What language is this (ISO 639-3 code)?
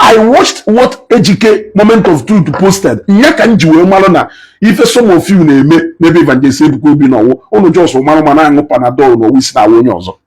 ibo